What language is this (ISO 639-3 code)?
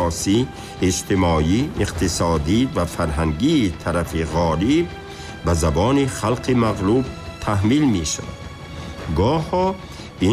tgk